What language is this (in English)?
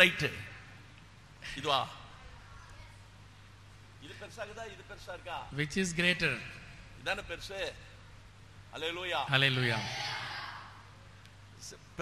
Tamil